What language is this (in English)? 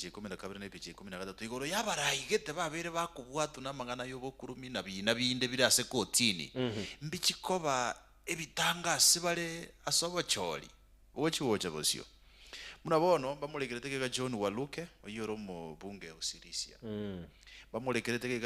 Gusii